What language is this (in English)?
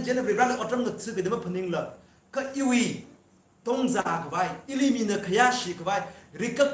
Tangkhul Naga (India)